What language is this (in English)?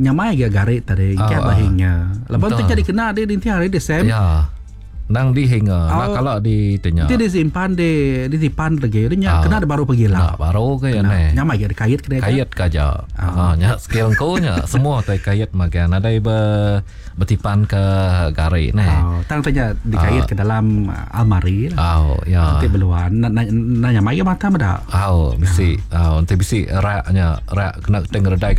Iban